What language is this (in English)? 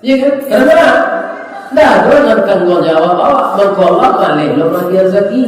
Minangkabau